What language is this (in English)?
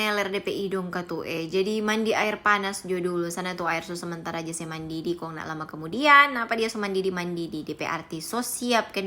Manado Malay